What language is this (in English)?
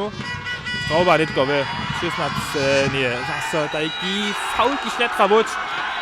Upper Sorbian